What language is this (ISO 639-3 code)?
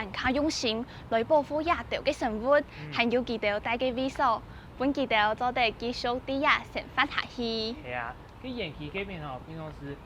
hak